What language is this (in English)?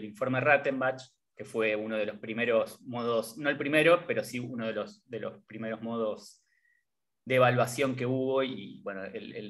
Spanish